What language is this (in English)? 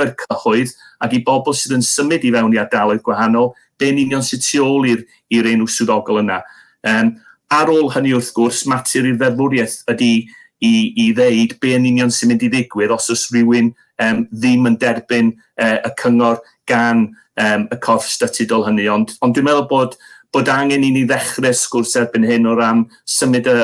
Welsh